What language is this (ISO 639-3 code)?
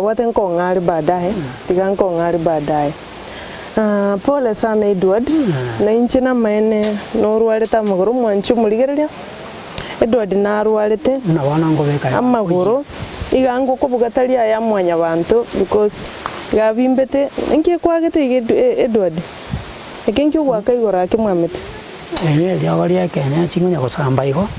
guz